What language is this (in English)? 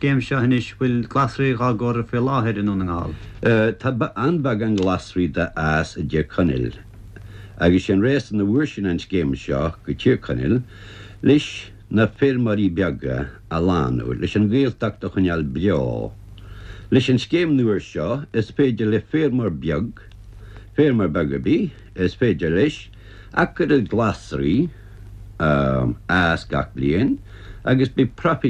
Irish